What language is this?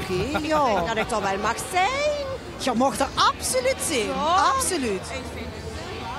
Limburgish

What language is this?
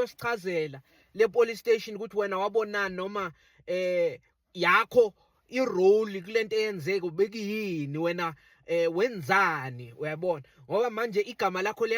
Zulu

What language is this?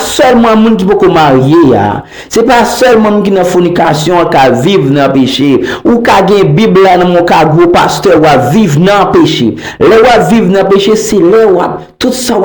Haitian Creole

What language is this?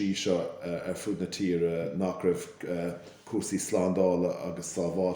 Irish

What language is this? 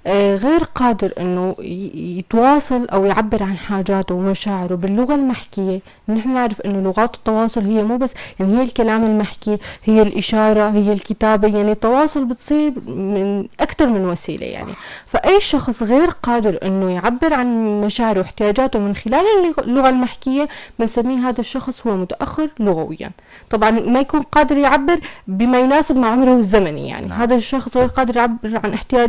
North Levantine Arabic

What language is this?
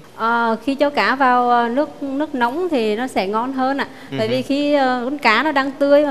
Vietnamese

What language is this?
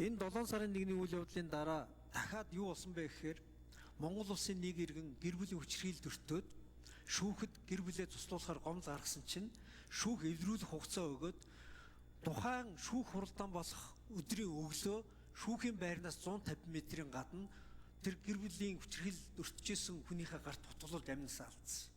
Mongolian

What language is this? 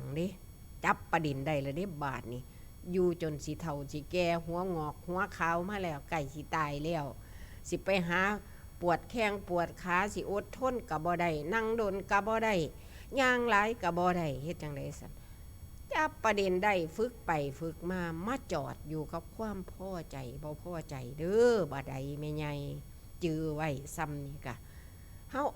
Northeastern Thai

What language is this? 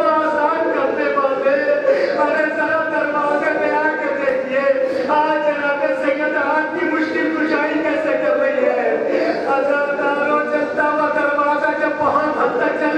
Urdu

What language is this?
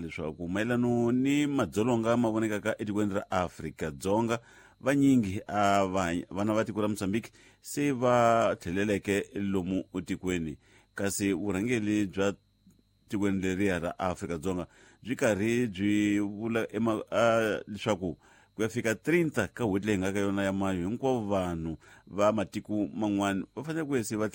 Tsonga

